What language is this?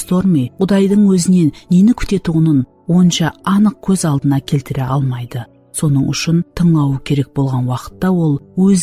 Kara-Kalpak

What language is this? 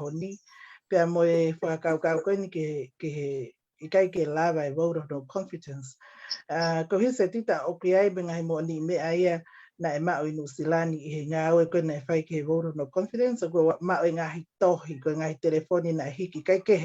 Tongan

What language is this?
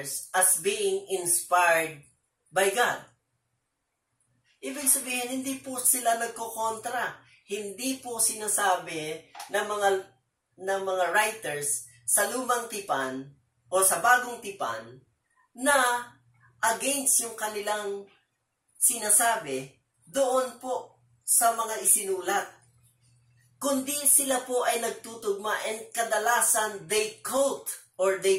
Filipino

